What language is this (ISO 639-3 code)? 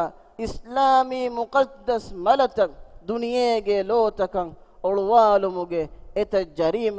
div